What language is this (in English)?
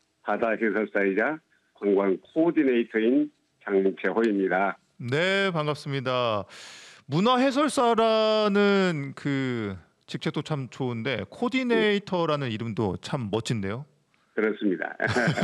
Korean